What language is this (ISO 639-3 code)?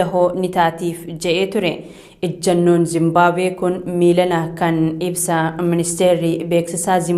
orm